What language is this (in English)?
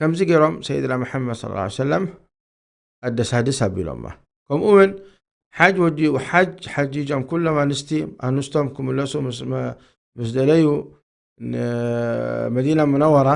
Tigrinya